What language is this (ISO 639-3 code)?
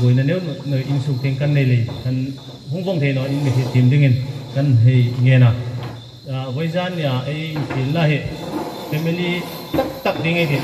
hmr